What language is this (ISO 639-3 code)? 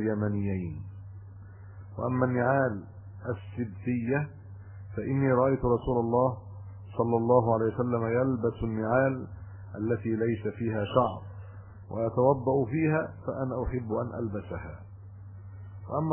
ara